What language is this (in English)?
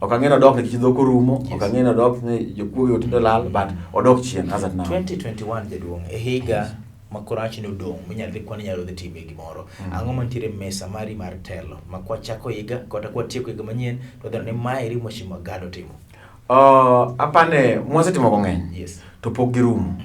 Luo (Kenya and Tanzania)